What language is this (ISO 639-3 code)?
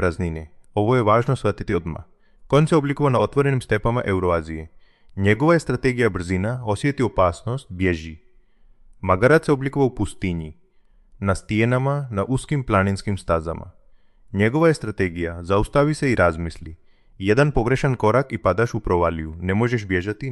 hrv